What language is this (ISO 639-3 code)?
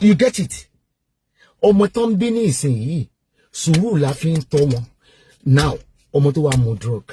yor